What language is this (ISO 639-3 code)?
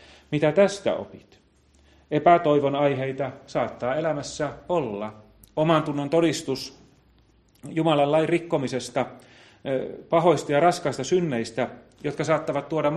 fin